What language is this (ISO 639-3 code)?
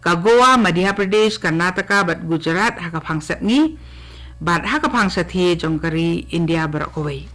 kha